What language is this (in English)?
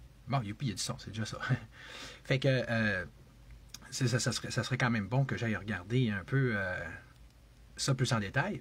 French